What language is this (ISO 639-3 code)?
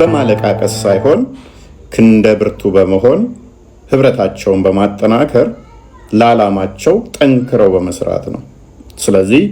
amh